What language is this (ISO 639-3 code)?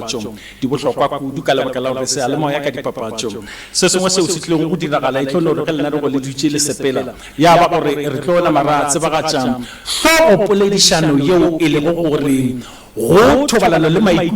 nso